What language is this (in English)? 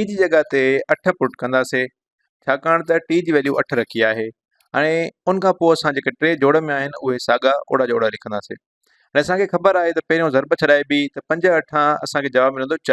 Sindhi